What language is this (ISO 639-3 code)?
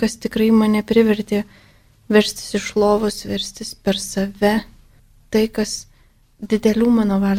lit